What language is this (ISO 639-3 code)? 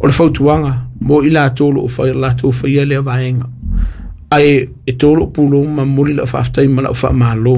smo